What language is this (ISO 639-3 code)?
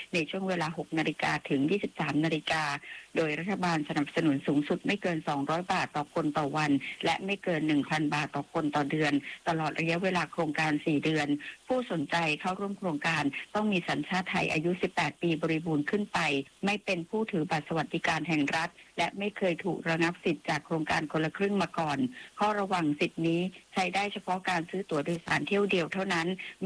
tha